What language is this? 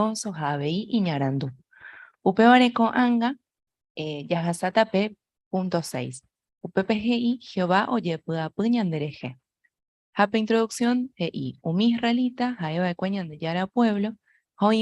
Guarani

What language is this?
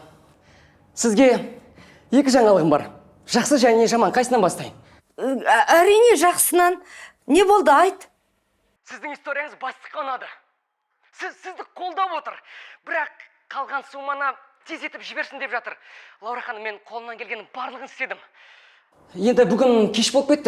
Kazakh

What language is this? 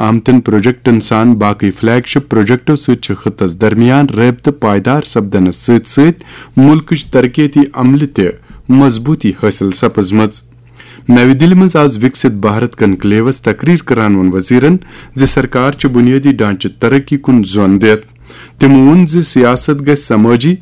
Kashmiri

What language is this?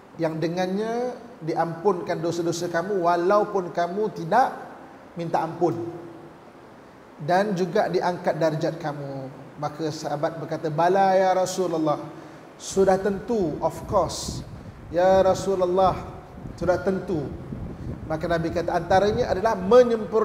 Malay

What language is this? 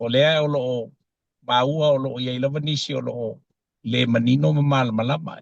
Samoan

